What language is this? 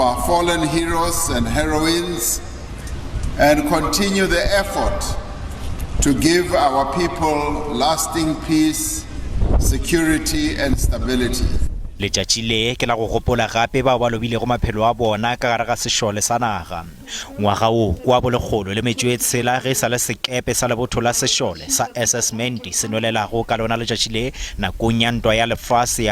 Northern Sotho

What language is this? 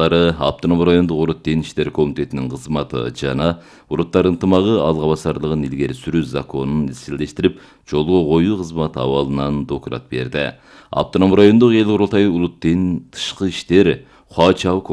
Kyrgyz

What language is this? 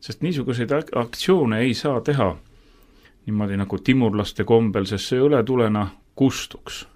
Estonian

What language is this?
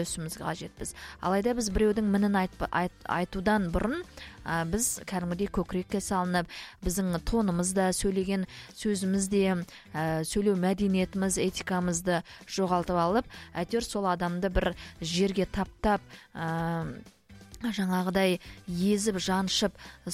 Kazakh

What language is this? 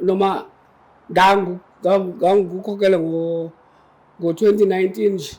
Zulu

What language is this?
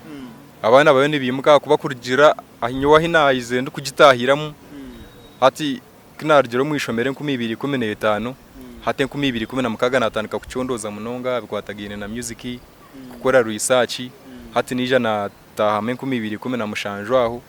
Nyankole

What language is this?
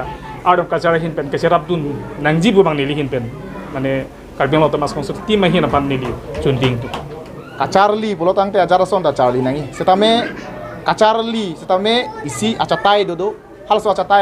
Karbi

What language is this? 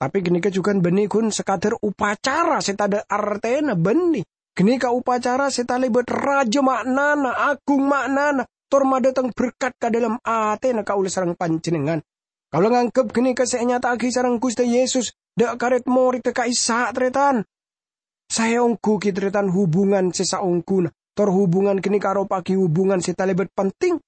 Madurese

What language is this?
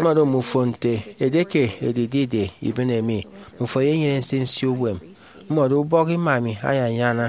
Efik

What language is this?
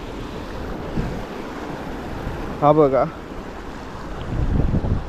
Marathi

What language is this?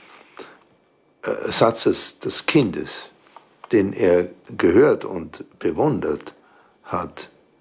German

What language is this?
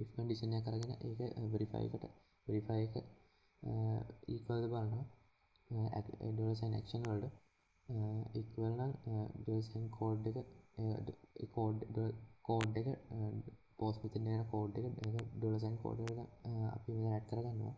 Sinhala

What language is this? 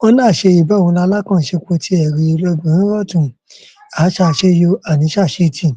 Yoruba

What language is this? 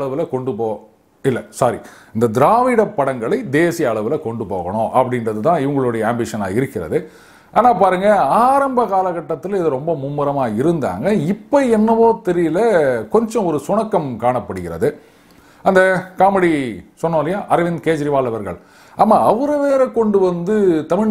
Tamil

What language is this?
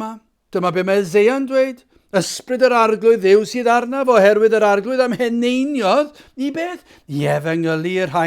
Welsh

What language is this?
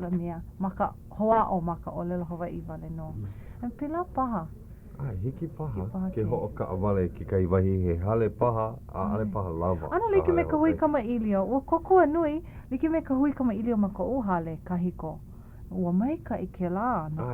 Hawaiian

